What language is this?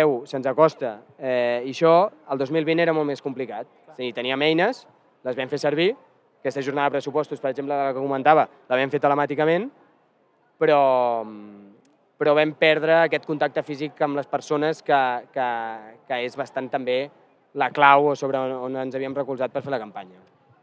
Catalan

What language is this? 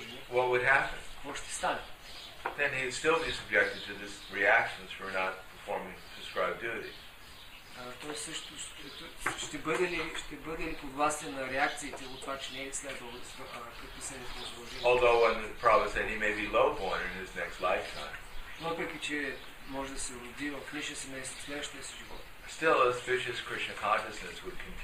Bulgarian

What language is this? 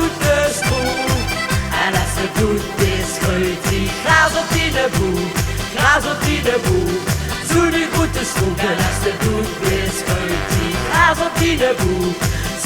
Limburgish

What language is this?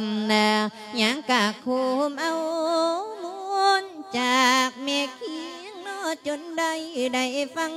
Lao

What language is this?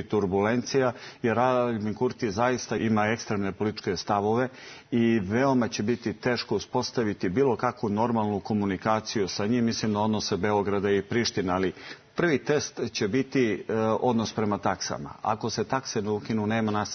Serbian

